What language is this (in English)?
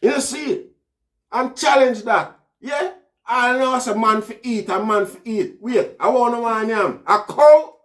Jamaican Creole English